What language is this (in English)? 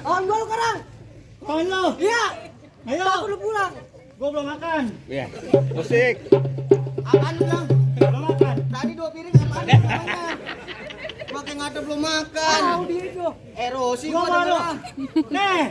Betawi